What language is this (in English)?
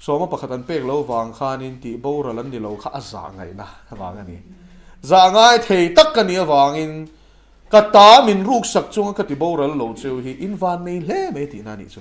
Mizo